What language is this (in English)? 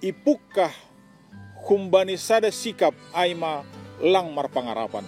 Batak Simalungun